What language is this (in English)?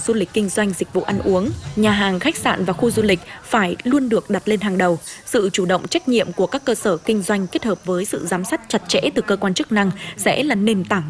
Vietnamese